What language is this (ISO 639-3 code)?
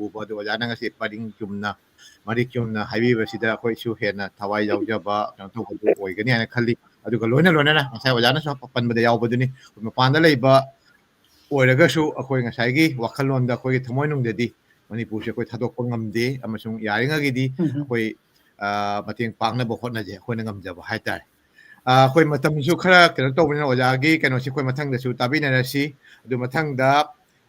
mni